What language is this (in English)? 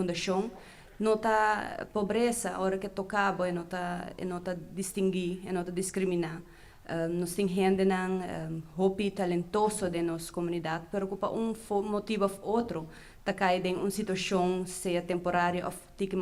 Papiamento